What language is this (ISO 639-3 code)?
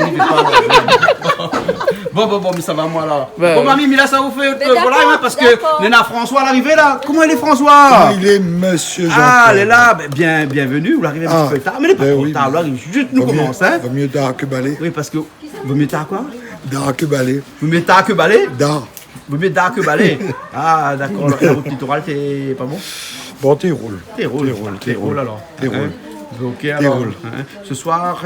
rcf